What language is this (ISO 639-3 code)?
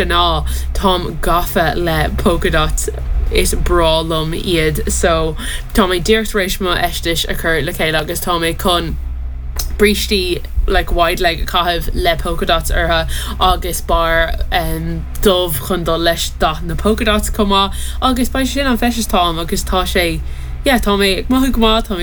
gle